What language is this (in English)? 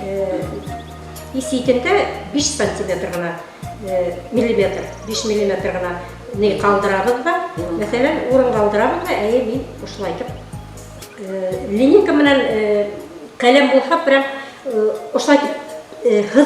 Bashkir